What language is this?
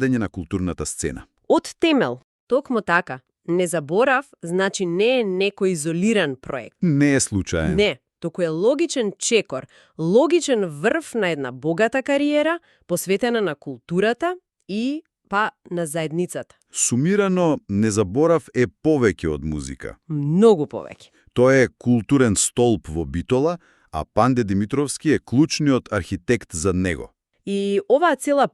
Macedonian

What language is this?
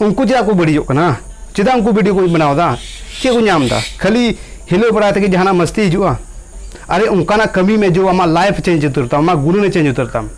Santali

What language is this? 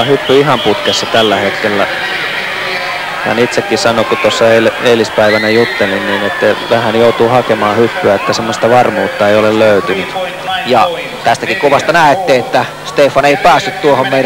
Finnish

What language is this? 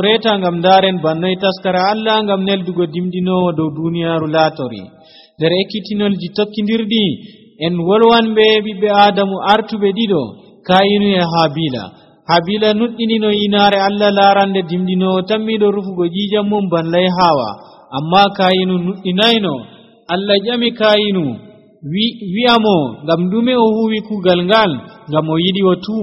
Nigerian Fulfulde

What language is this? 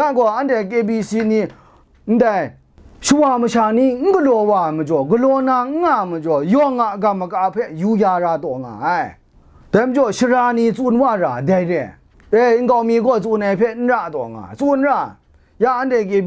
Kachin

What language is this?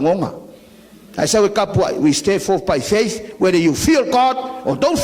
Samoan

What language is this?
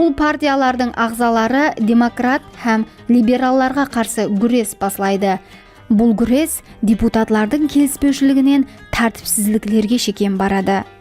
Kara-Kalpak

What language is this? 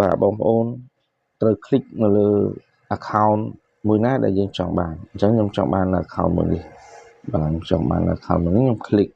Khmer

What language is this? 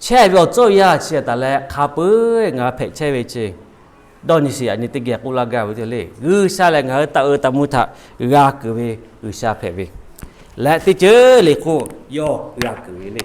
Lahu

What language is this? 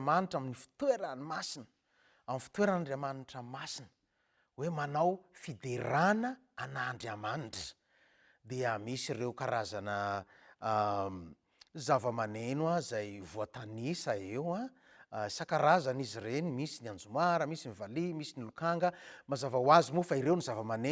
Malagasy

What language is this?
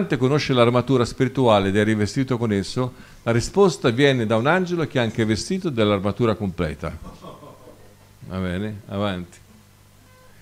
Italian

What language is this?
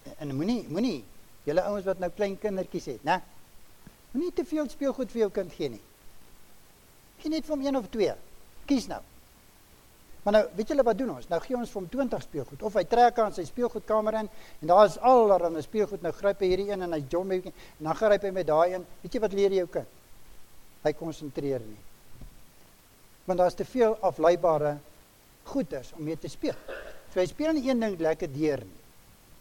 Afrikaans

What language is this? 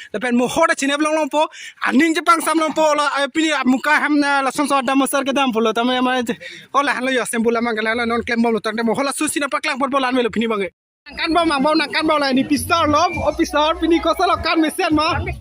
Karbi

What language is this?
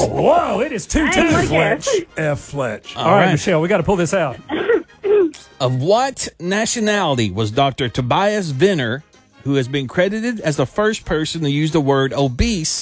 English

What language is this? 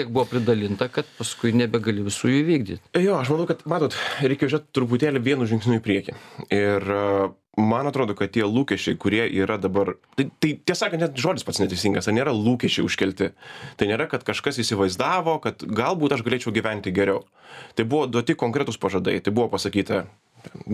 Lithuanian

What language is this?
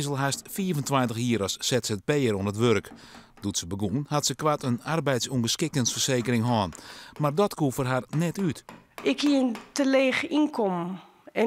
Western Frisian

